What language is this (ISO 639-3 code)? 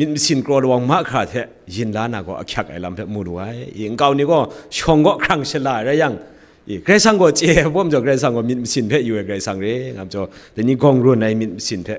kac